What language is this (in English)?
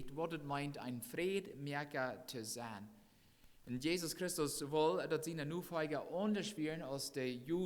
Plautdietsch